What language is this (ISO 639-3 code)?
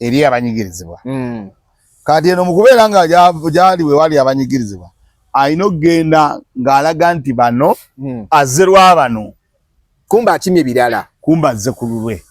lug